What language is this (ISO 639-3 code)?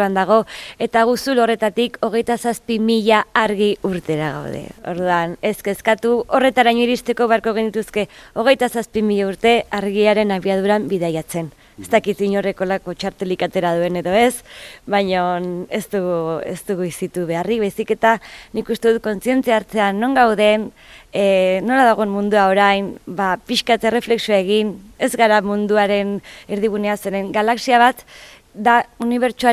eus